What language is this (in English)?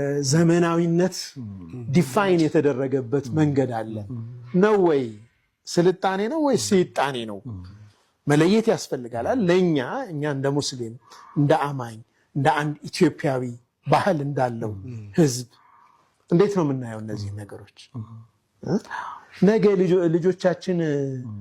Amharic